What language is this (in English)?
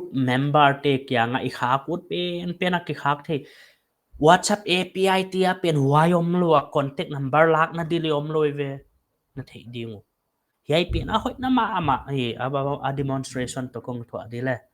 Paite Chin